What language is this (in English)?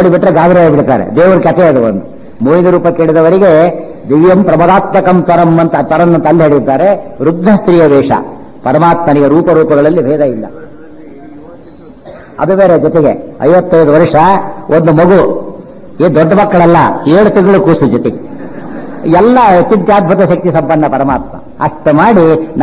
Kannada